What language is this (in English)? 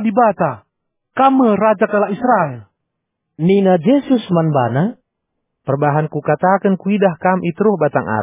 Batak Karo